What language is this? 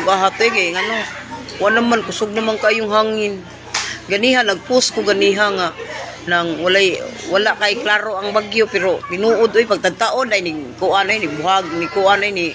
Cebuano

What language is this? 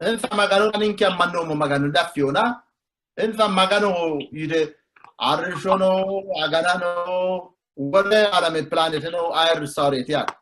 Sidamo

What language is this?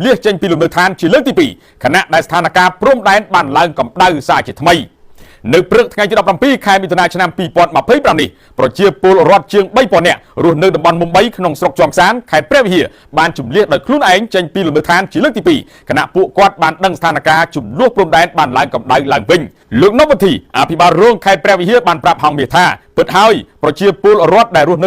Khmer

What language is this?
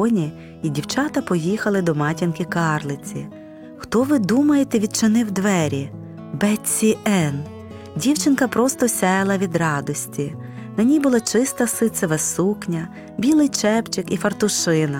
Ukrainian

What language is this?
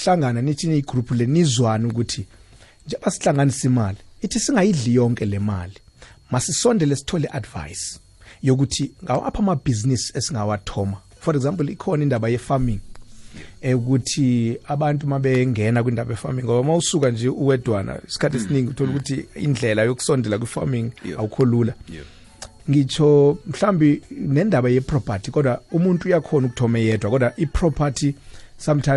South Ndebele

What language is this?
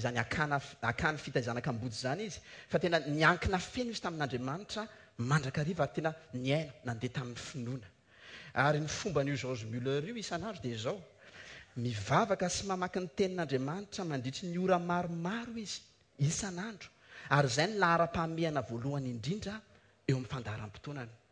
Malagasy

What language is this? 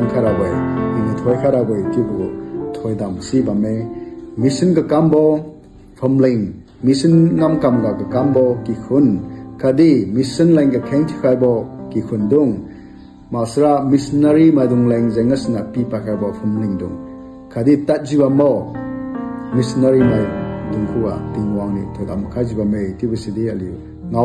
Liangmai Naga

